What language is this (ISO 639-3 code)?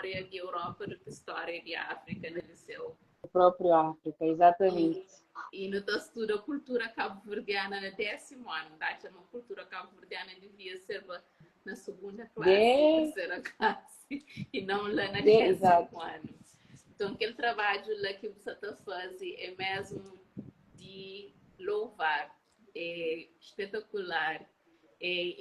kea